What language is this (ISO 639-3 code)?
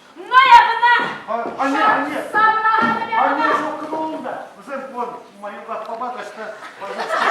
chv